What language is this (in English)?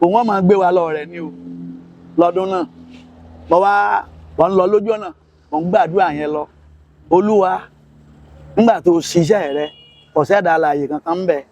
Yoruba